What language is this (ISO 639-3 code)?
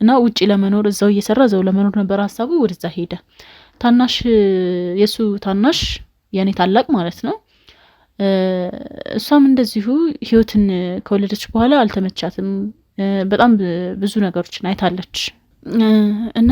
amh